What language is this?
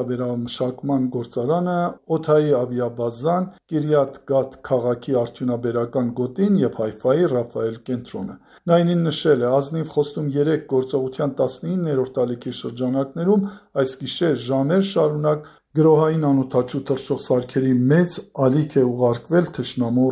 Armenian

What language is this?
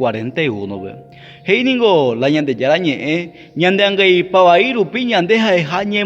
Guarani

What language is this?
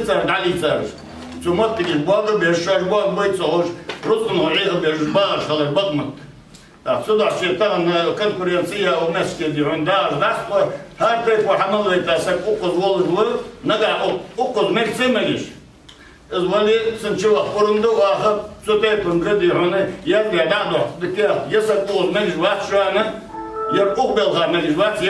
Ingush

